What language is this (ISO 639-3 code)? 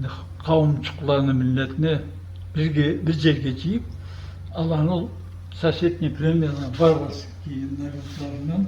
krc